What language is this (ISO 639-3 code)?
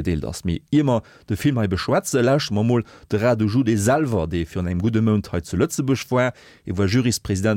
ltz